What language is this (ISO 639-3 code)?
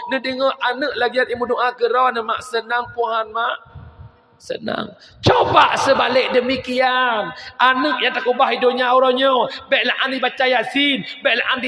ace